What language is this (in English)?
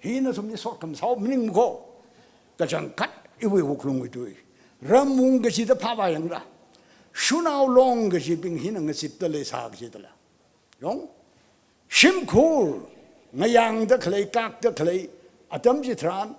Tangkhul Naga (India)